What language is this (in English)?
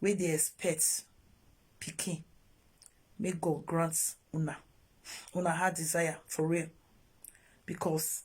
Nigerian Pidgin